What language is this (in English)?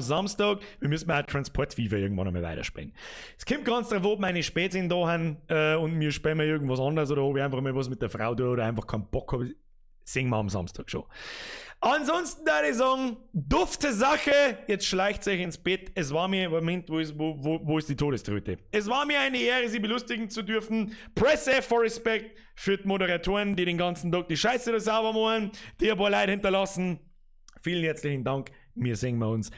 Bavarian